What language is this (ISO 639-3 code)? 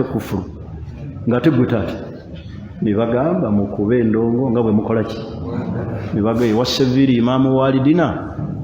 lug